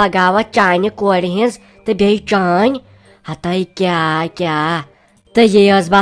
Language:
Kashmiri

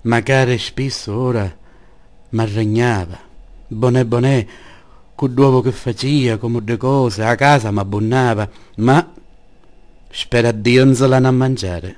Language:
Sicilian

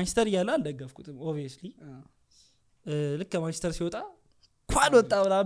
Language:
Amharic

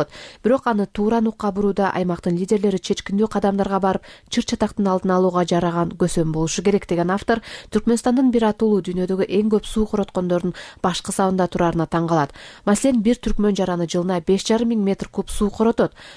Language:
Kyrgyz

